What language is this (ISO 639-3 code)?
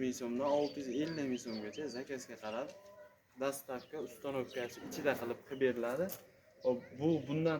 uzb